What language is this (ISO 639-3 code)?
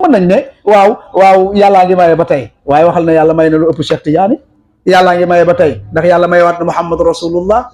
wol